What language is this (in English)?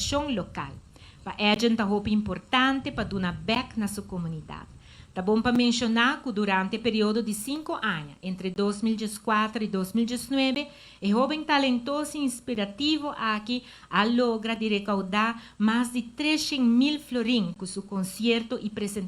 Papiamento